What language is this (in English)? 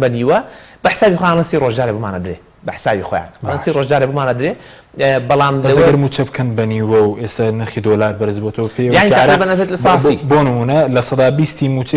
Central Kurdish